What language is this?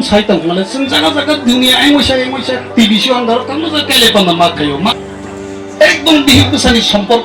Kok Borok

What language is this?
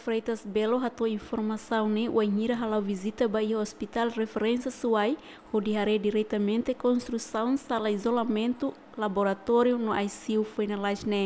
Tetum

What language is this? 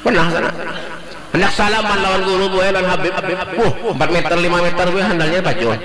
Banjar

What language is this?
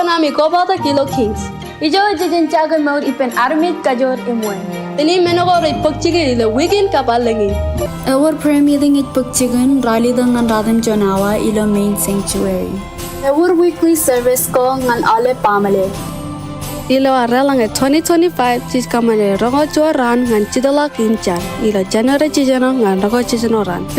Marshallese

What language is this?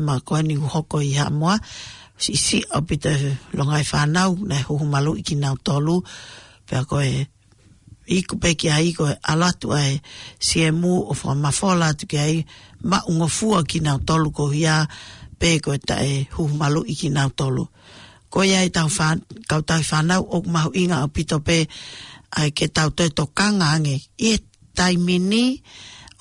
Tongan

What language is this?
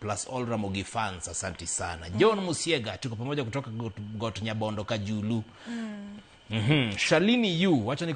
Luo (Kenya and Tanzania)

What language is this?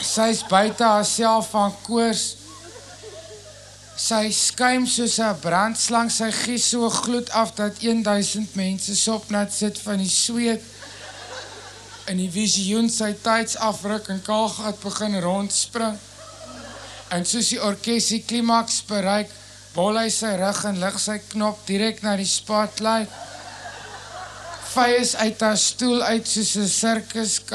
Afrikaans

